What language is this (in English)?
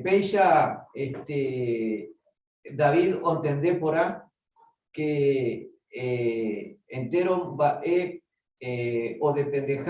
Guarani